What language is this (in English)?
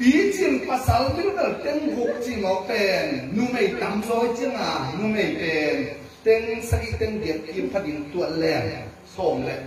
Tedim Chin